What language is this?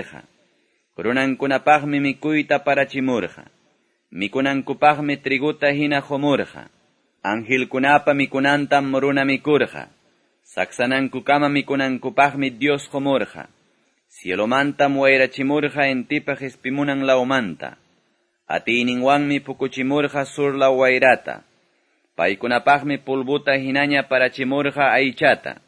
Quechua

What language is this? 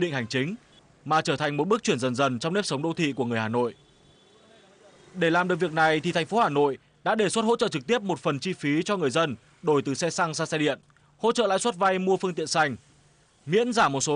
Vietnamese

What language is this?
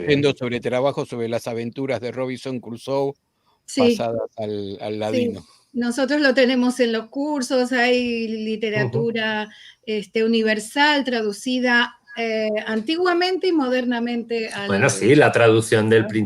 Ladino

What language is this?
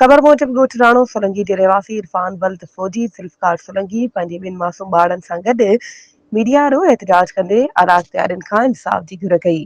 Sindhi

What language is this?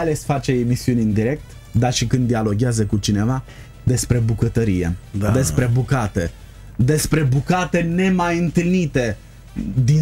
Romanian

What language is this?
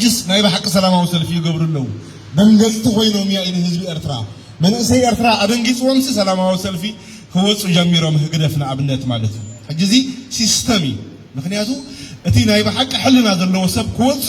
Tigrinya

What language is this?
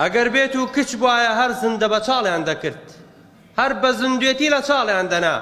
Central Kurdish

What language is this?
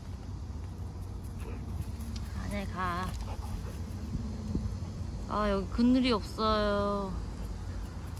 Korean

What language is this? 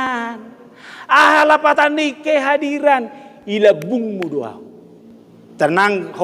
Batak Toba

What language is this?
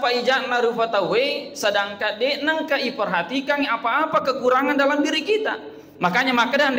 Buginese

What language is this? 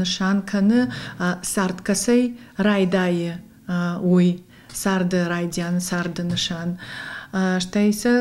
Ossetic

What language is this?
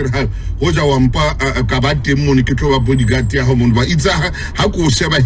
Southern Sotho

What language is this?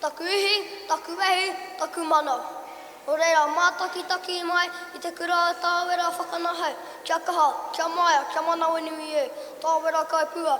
Māori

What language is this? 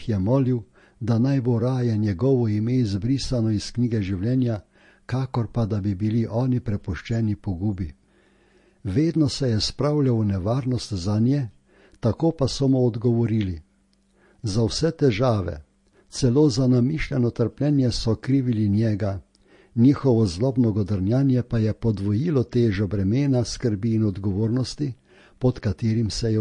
Slovenian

